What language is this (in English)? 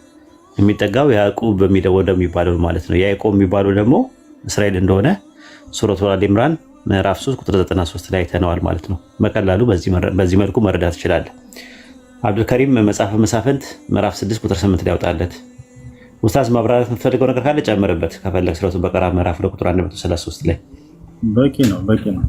Amharic